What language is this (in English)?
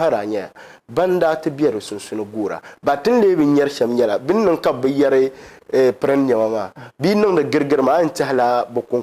Dagbani